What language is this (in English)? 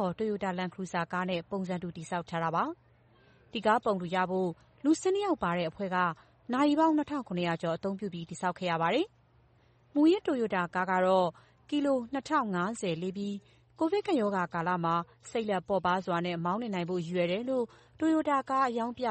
Burmese